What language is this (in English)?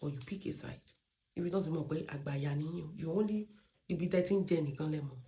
Yoruba